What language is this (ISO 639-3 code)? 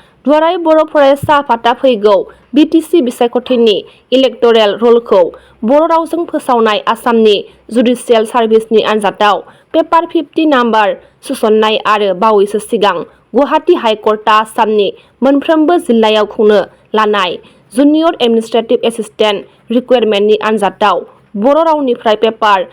brx